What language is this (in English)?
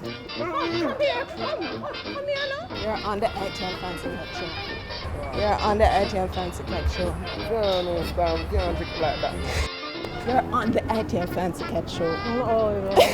Jamaican Creole English